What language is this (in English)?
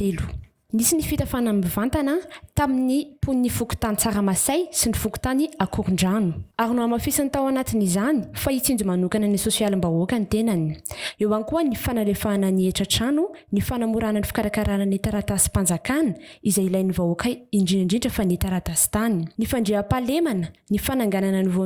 Malagasy